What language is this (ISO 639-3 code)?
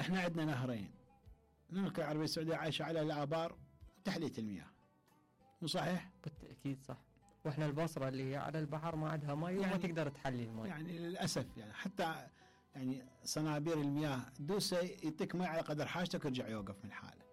acm